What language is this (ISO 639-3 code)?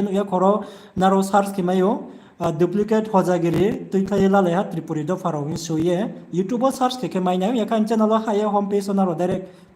ria